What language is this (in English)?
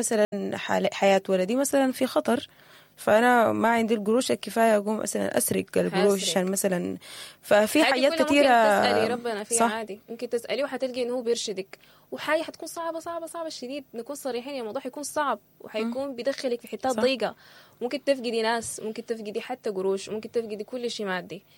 Sudanese Arabic